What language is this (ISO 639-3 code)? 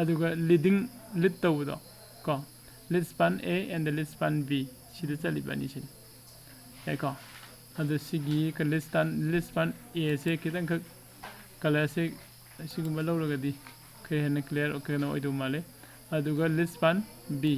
mni